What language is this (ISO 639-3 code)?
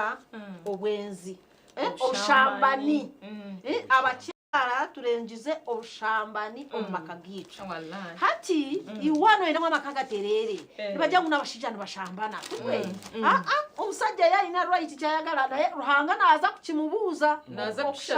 nyn